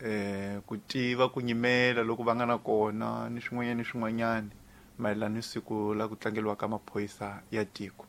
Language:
Tsonga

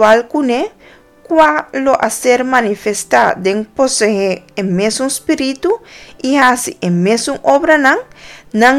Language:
Papiamento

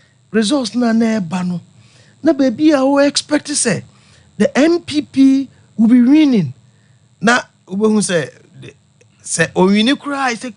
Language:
Akan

